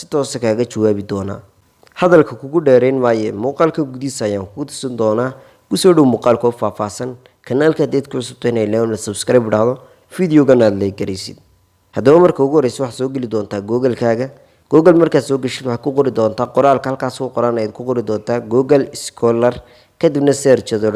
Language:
Somali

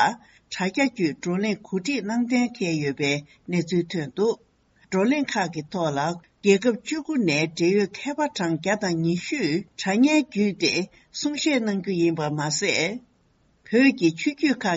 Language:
Tibetan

